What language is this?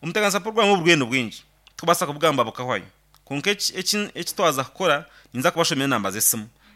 Nyankole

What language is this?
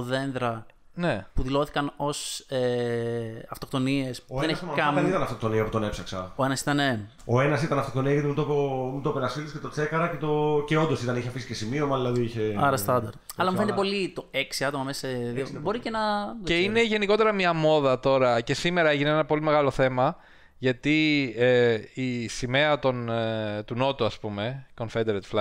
Greek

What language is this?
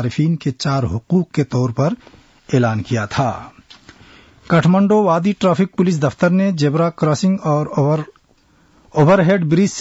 Urdu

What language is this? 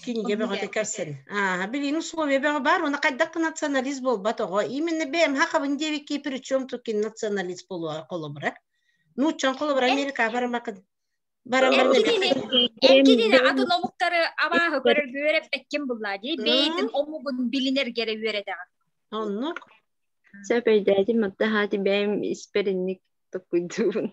Yakut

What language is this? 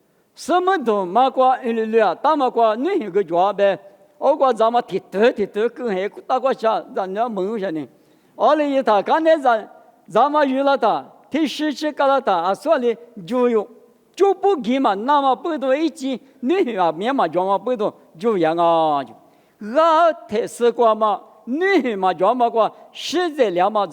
Lisu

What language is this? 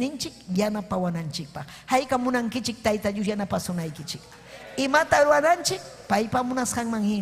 Ayacucho Quechua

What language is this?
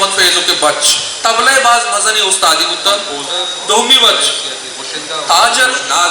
Eastern Balochi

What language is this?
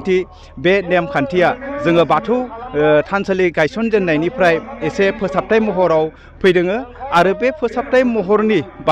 Bodo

